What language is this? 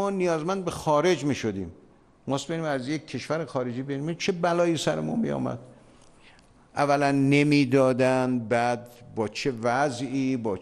Persian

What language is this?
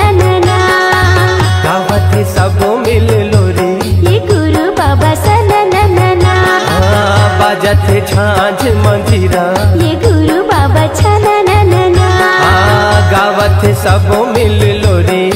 Chhattisgarhi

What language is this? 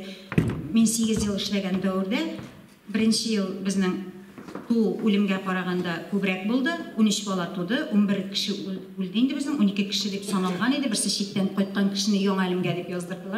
Tatar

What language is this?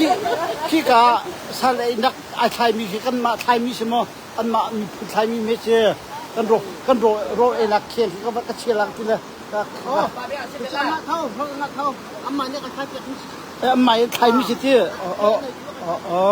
Hakha Chin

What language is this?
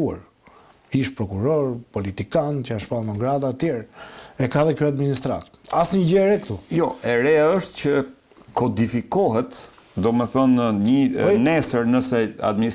Albanian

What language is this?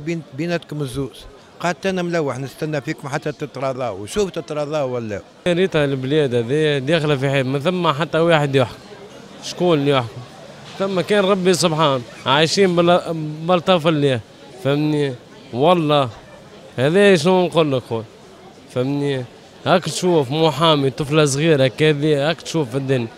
Tunisian Arabic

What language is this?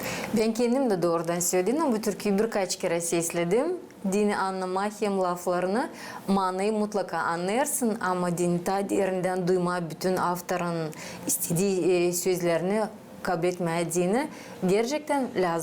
Gagauz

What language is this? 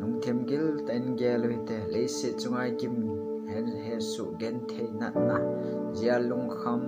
Thado Chin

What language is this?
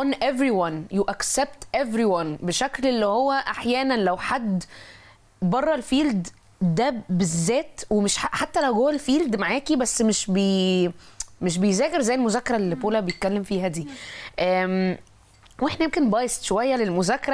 Egyptian Arabic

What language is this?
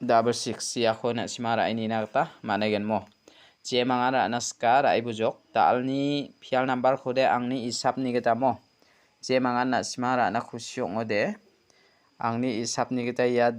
Garo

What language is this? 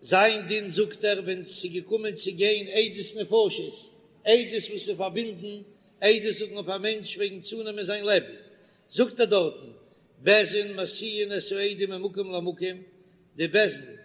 Yiddish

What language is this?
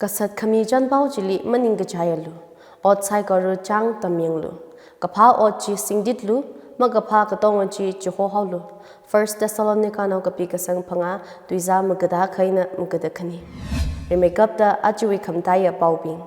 Tangkhul Naga (India)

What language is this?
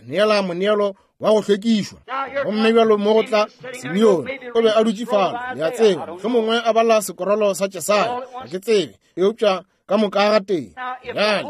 Northern Sotho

